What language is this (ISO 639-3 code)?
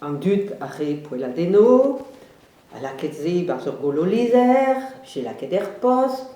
bre